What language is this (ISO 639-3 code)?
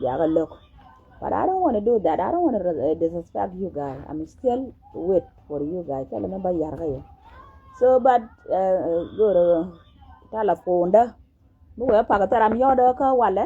nus